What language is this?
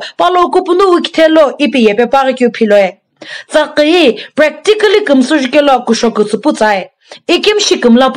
Sumi Naga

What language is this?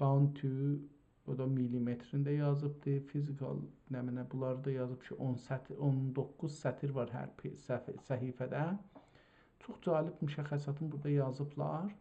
South Azerbaijani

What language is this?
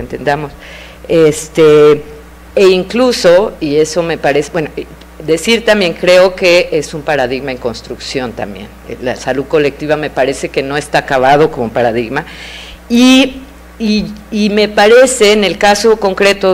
Spanish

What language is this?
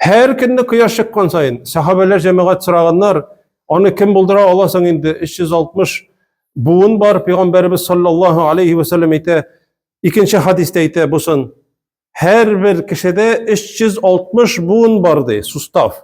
Tatar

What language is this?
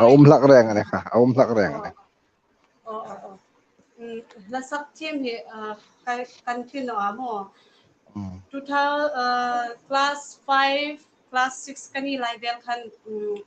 Hmar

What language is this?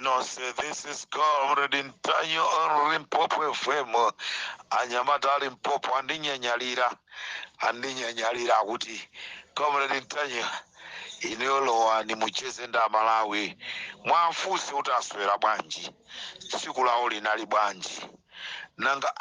Nyanja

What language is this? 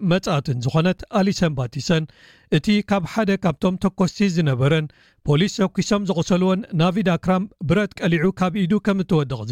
Tigrinya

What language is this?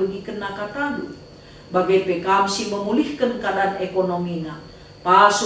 Batak Karo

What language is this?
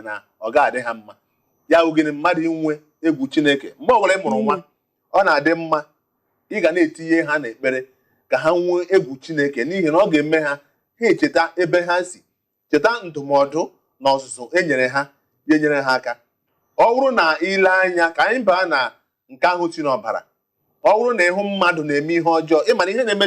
Igbo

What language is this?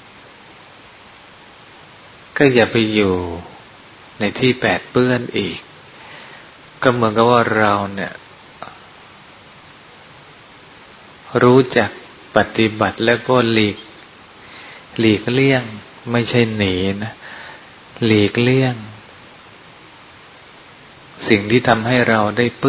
Thai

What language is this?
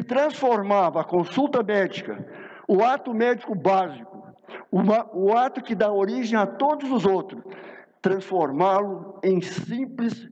Portuguese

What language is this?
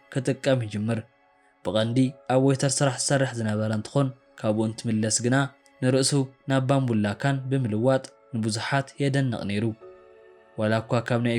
Tigrinya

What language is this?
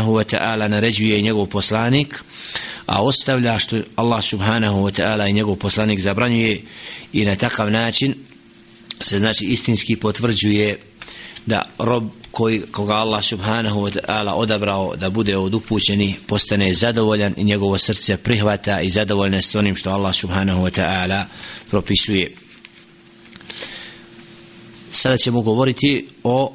Bosnian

